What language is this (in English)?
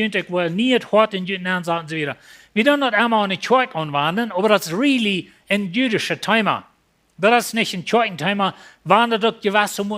Plautdietsch